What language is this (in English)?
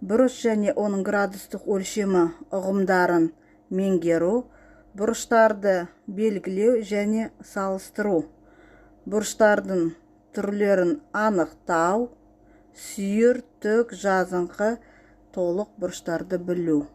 Kazakh